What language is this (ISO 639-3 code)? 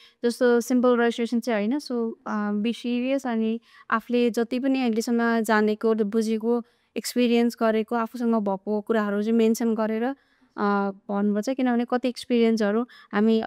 nep